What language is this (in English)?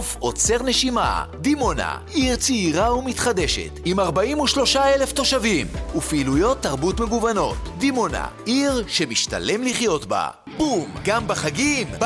Hebrew